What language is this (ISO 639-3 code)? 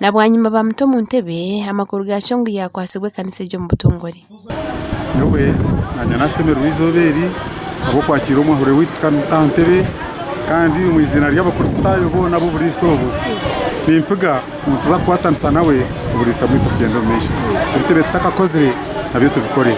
nyn